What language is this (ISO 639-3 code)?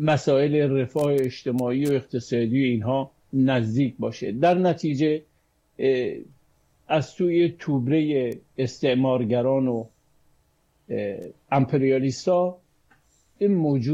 fas